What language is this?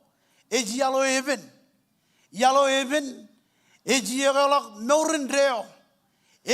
Marshallese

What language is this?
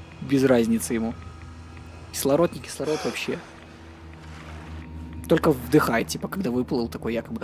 Russian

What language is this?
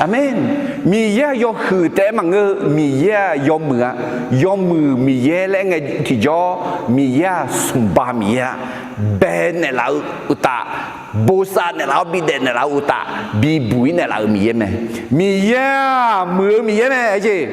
Akha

